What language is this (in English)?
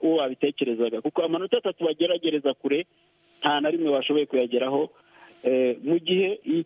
Kinyarwanda